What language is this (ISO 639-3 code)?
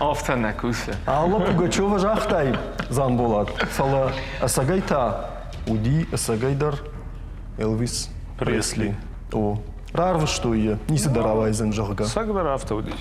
oss